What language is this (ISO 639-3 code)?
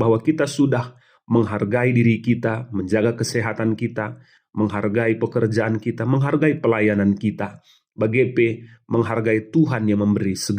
btx